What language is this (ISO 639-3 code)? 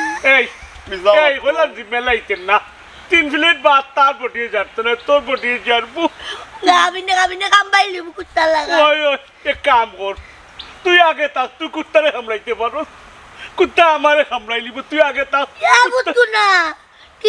syl